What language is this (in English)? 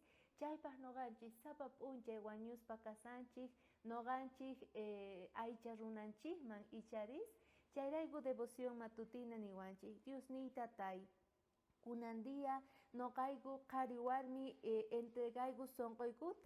South Bolivian Quechua